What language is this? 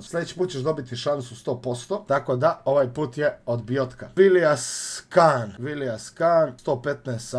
Croatian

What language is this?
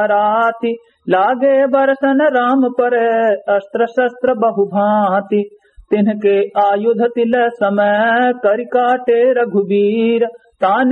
Awadhi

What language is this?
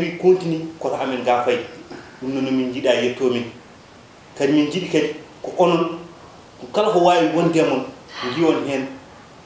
Fula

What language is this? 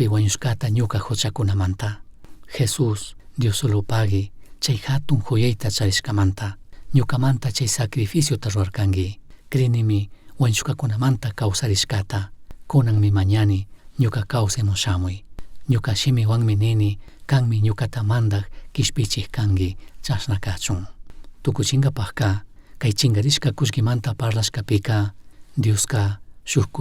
Chimborazo Highland Quichua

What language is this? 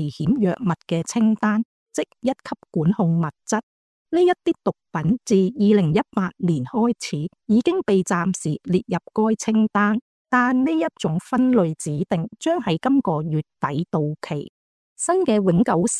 Cantonese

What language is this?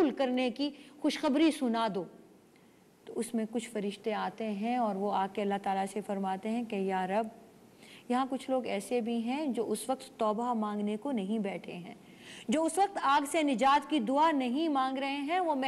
Urdu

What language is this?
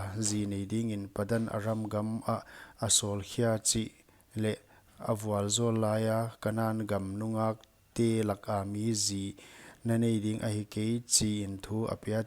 Paite Chin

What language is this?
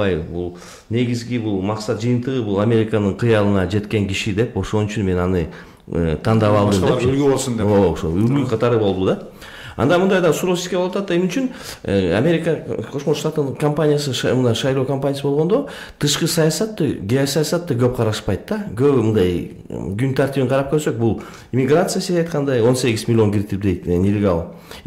Kyrgyz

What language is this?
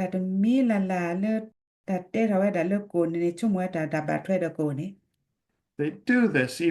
S'gaw Karen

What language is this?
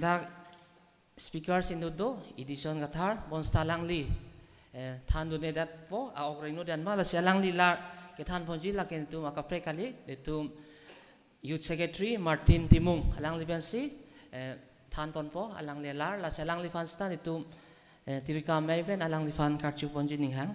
Karbi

